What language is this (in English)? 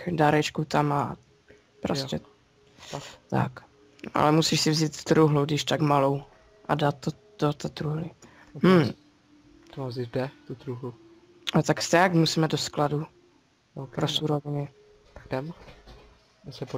Czech